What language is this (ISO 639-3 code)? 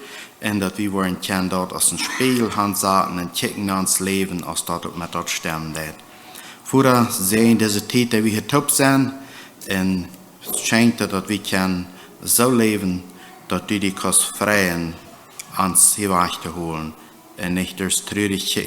pdt